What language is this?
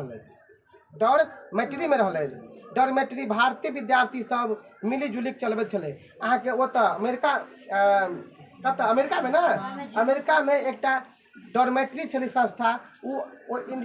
Maithili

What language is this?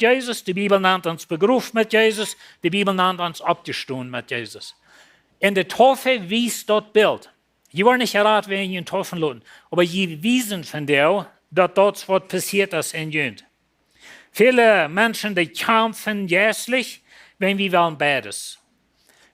Plautdietsch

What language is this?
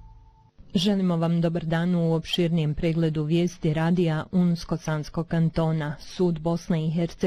Bosnian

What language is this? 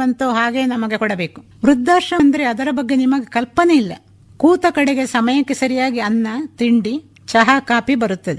Kannada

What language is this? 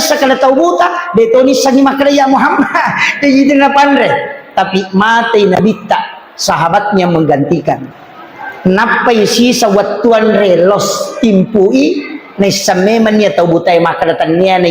Buginese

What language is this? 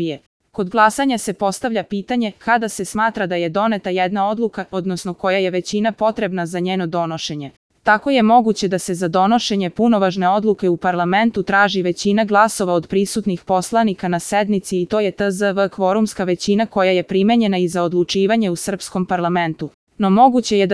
Serbian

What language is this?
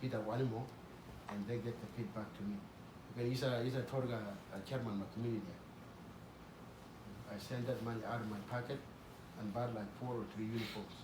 Uduk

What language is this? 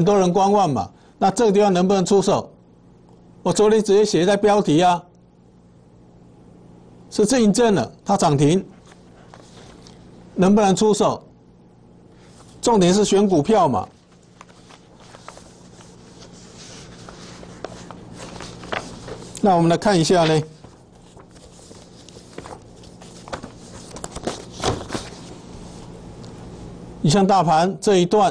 Chinese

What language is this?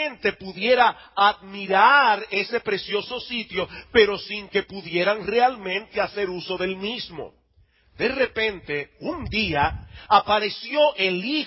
Spanish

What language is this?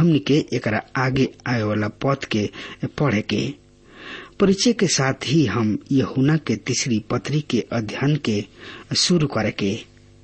Bhojpuri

